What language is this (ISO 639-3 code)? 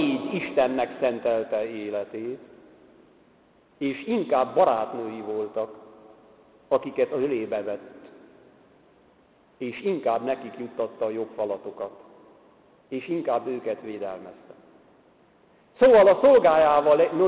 hun